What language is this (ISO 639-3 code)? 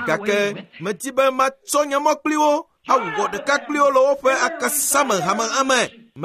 ewe